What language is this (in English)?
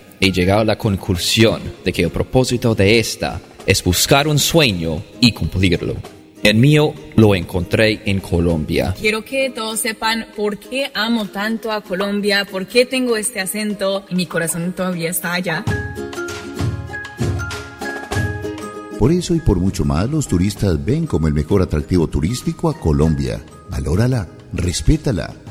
Spanish